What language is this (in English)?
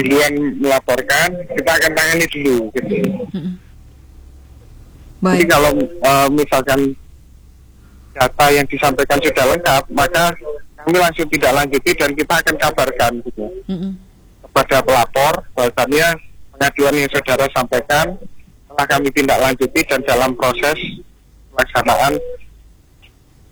Indonesian